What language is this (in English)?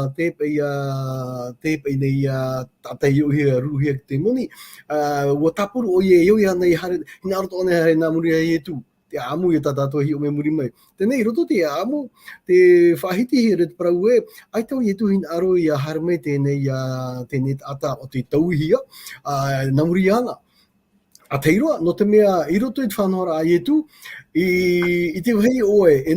Tahitian